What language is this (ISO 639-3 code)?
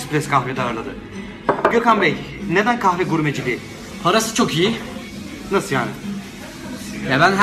tur